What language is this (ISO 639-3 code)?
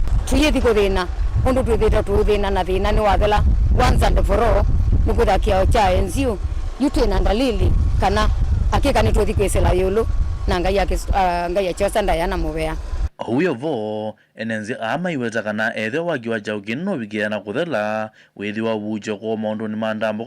kam